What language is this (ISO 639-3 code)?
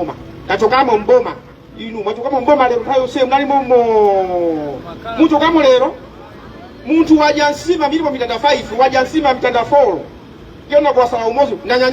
nya